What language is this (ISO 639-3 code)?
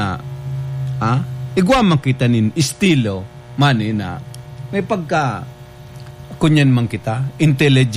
bik